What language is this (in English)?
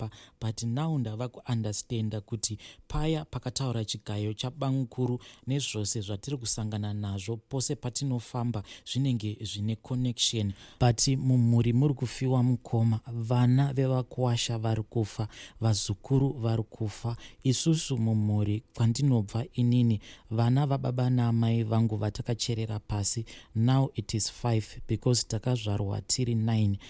Shona